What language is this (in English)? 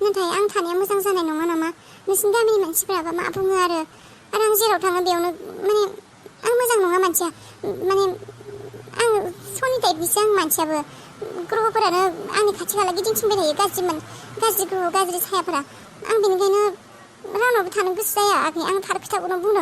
Bodo